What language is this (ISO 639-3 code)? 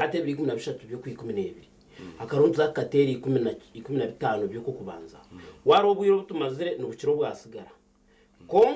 nyn